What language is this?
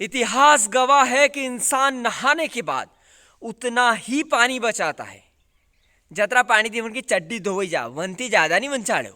Rajasthani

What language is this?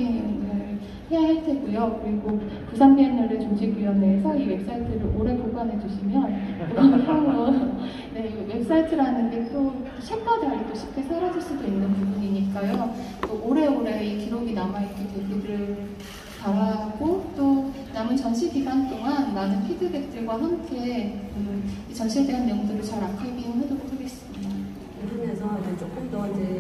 Korean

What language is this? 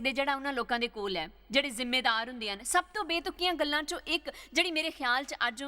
Dogri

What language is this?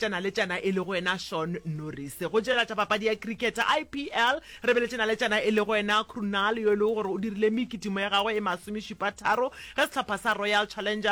Northern Sotho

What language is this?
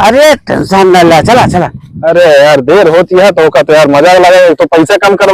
Awadhi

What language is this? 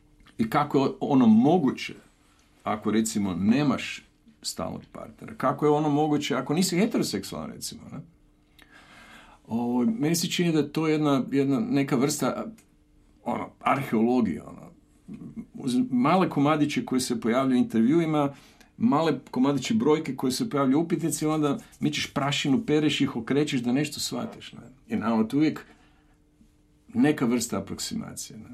Croatian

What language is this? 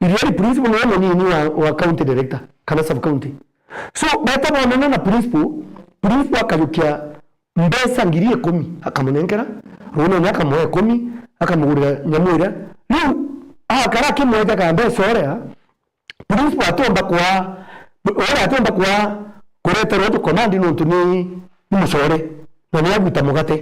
Meru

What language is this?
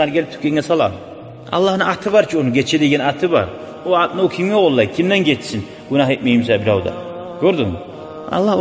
Kumyk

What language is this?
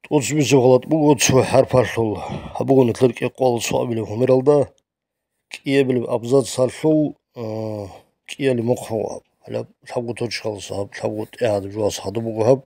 Avaric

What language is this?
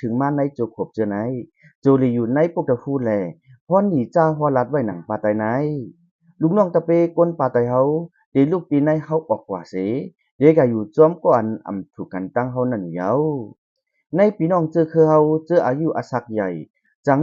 Shan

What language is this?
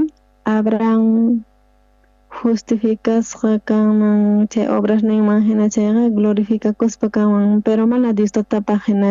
South Bolivian Quechua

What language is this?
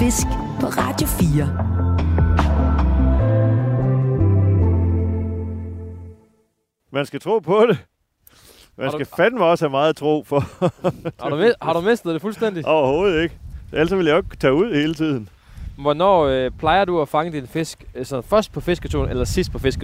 Danish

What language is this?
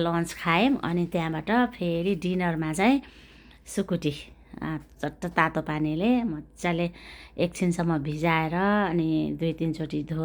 Nepali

